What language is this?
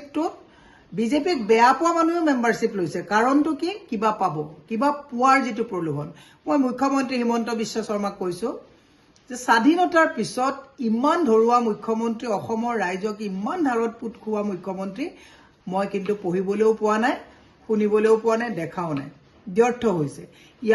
Assamese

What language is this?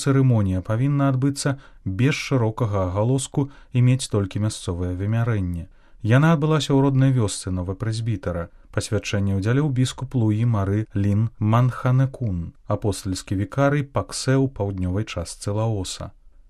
Belarusian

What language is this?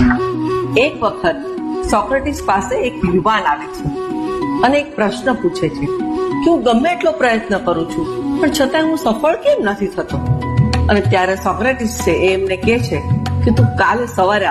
Gujarati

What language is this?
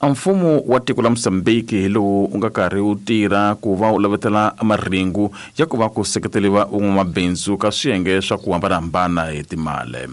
Tsonga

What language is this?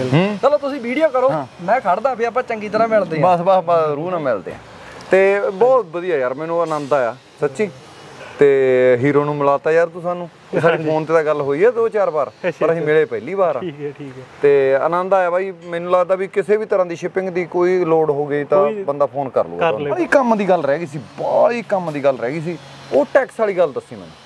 Punjabi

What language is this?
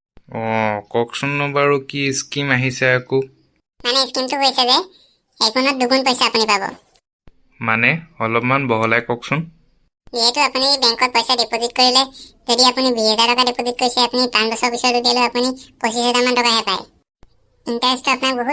Assamese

